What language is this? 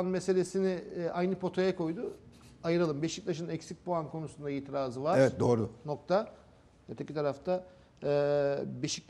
Turkish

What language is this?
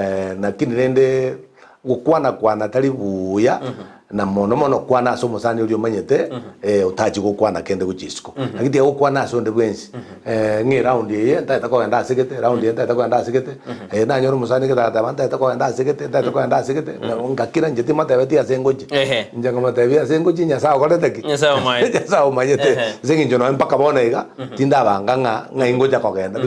Gusii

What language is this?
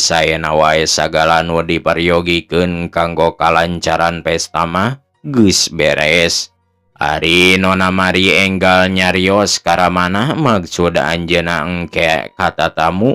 Sundanese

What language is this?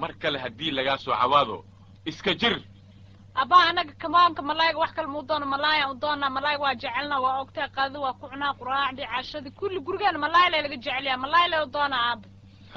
Somali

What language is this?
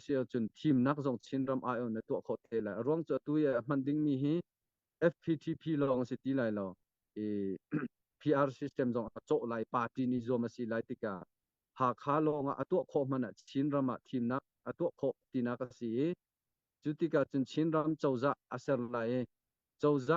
Hakha Chin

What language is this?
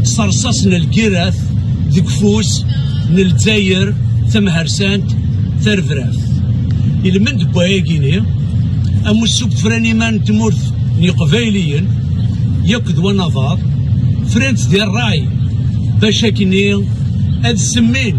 Kabyle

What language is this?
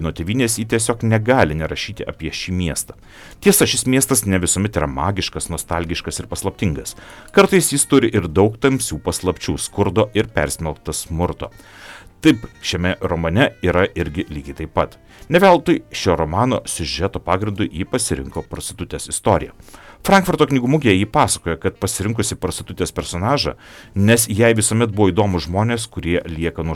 Lithuanian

